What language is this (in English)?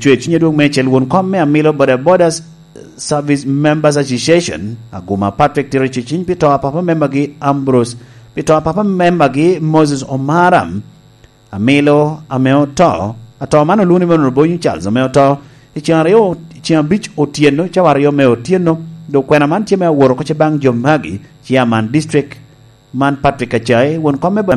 Lango (Uganda)